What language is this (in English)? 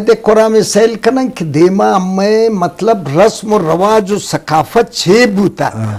Eastern Balochi